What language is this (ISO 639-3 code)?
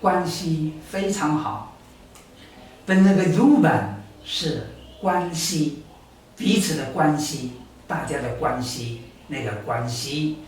trv